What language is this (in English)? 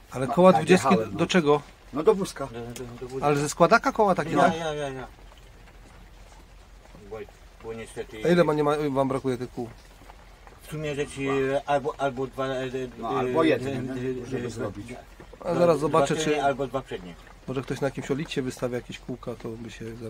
Polish